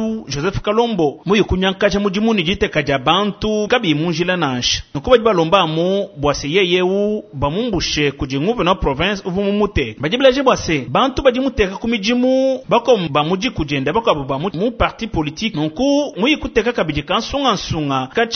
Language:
Luba-Lulua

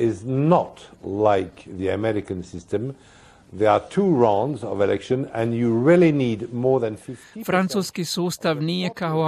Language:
Croatian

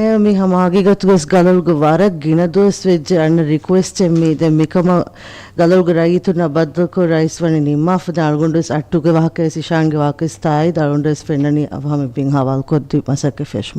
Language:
Divehi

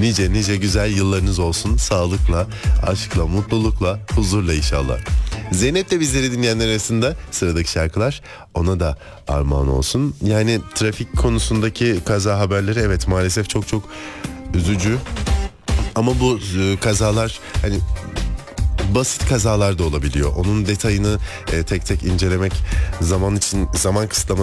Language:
Turkish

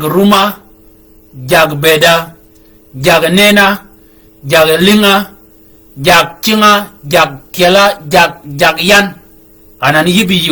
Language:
Shilluk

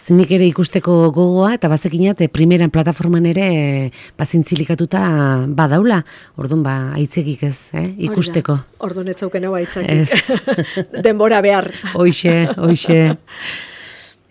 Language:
Basque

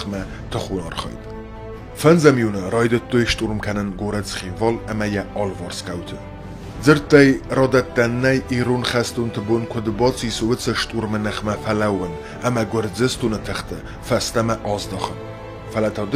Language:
Ossetic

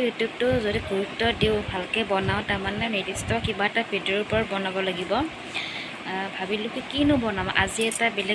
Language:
Assamese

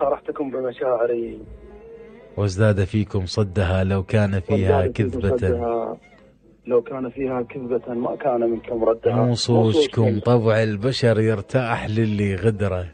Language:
Mesopotamian Arabic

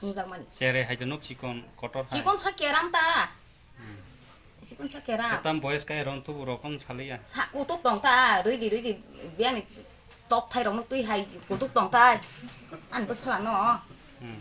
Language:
Kok Borok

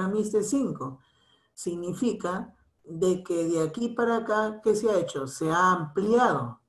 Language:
Spanish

